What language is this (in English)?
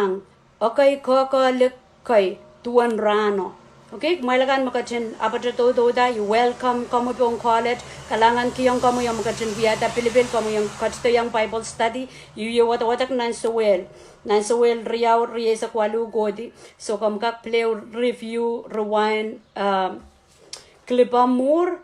Pohnpeian